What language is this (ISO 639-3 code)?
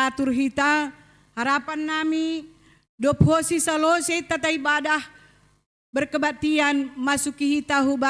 bts